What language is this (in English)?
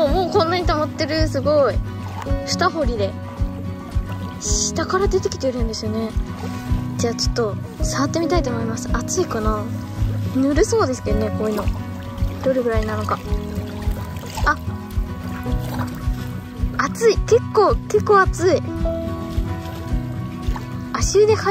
Japanese